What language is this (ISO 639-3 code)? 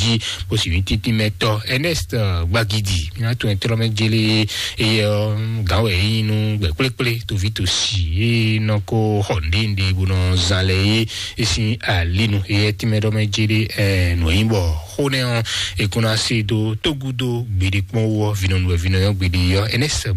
fon